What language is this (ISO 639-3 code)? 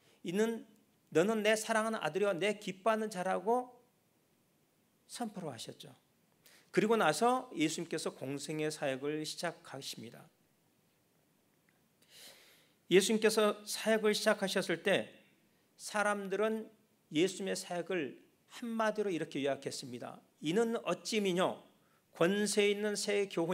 kor